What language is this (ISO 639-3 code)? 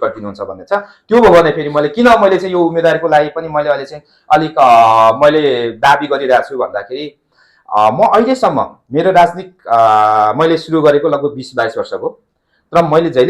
nep